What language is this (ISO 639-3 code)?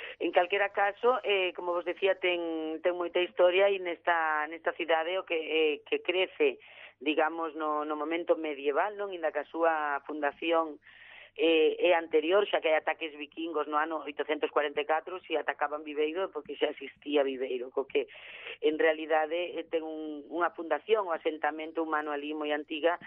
glg